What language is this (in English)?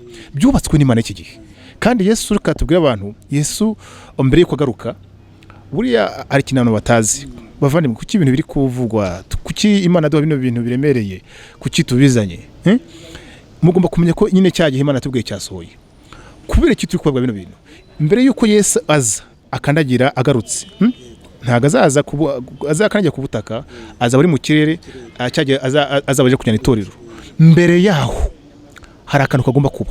Kinyarwanda